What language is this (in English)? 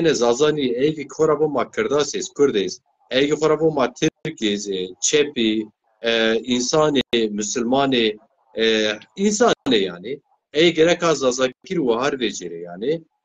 Zaza